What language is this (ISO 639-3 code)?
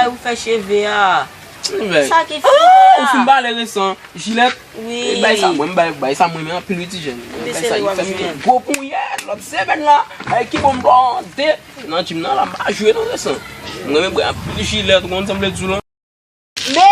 hat